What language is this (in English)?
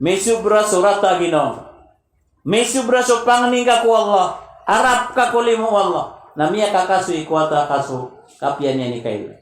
Maranao